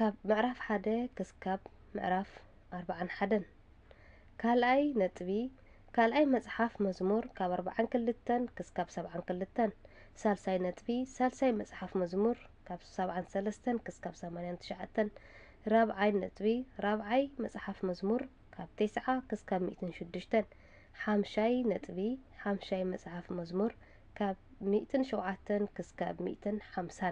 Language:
Tigrinya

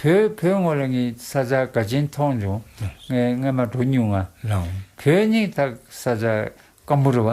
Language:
Tibetan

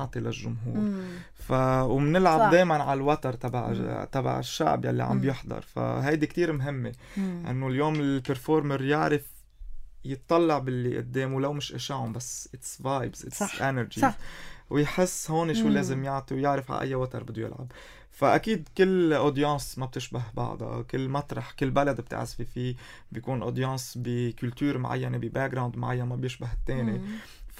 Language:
North Levantine Arabic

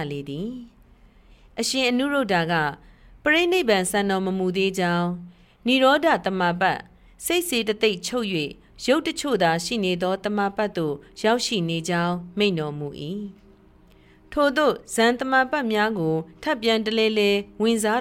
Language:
Burmese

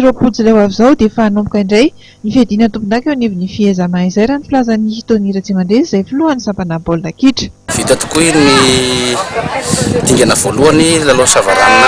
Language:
Malagasy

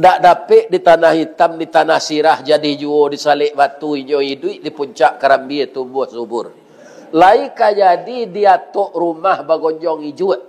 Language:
Minangkabau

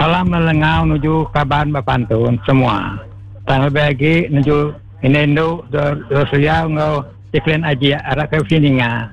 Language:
Iban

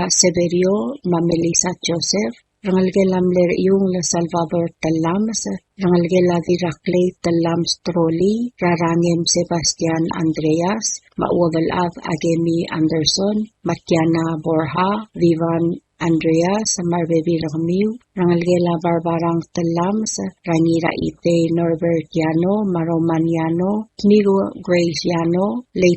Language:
Palauan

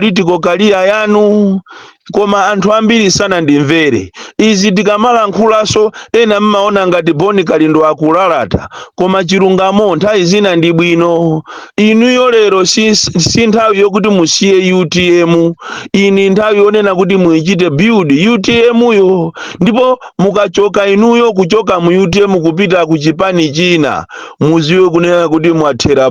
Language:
Nyanja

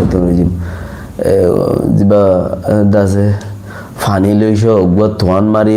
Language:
Rohingya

